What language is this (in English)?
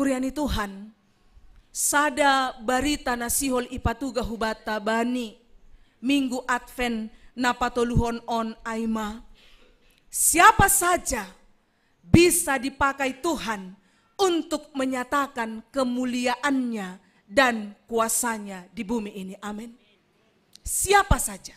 Batak Simalungun